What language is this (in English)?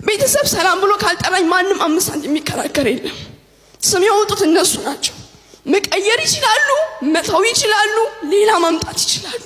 Amharic